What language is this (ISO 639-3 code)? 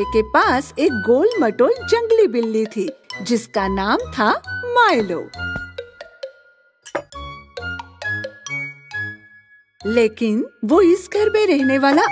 hin